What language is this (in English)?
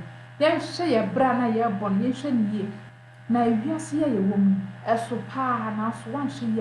Akan